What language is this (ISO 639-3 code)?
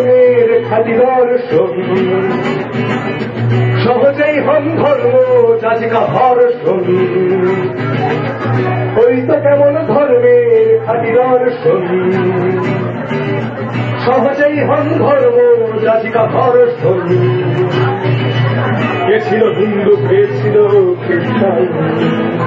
ben